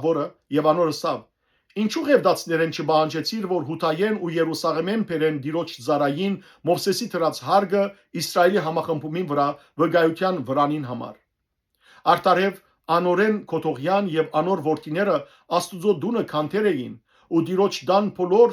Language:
Western Armenian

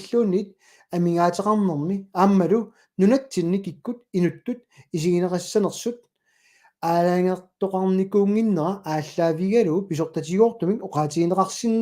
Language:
Kalaallisut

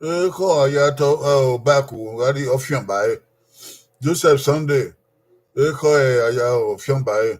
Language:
Bini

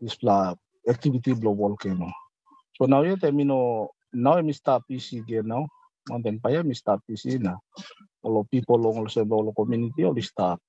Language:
Tok Pisin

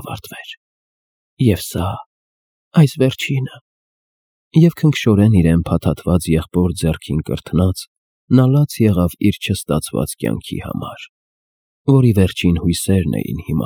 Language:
Armenian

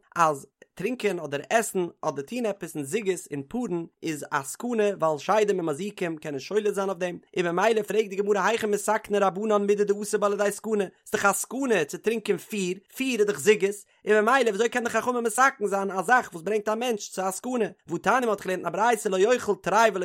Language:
Yiddish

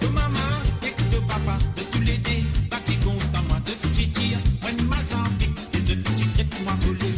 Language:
Morisyen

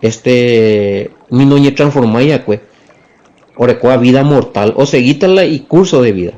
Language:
Guarani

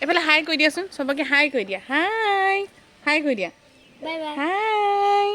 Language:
Assamese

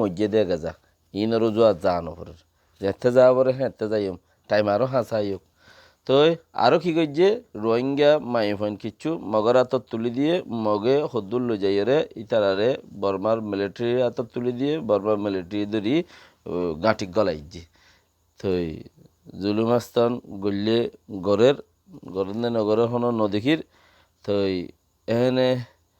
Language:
Rohingya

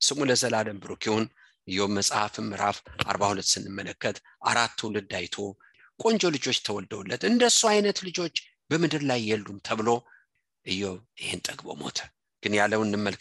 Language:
Amharic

